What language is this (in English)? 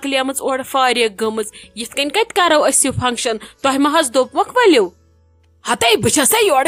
Kashmiri